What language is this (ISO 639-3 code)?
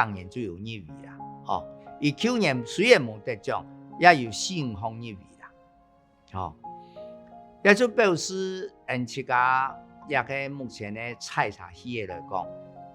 hak